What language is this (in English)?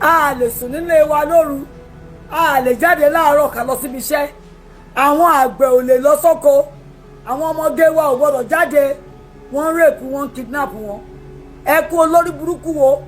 Yoruba